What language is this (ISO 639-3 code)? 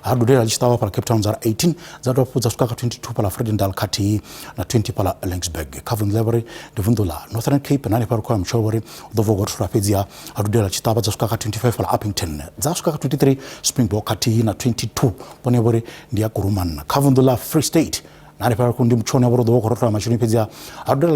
ven